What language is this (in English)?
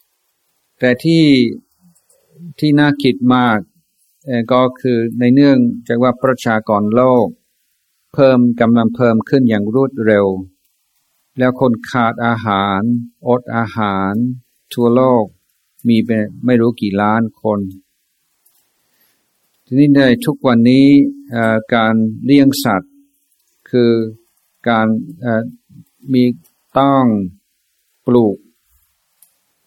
Thai